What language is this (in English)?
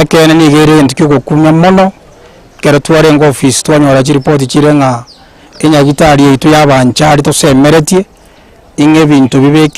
Gusii